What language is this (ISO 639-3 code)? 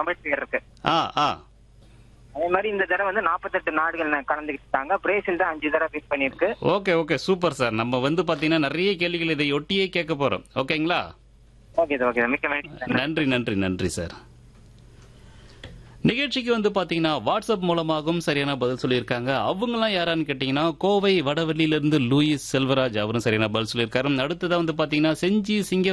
tam